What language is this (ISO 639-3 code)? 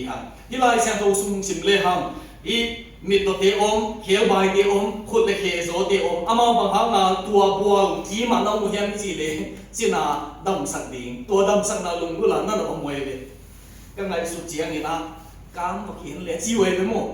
ctd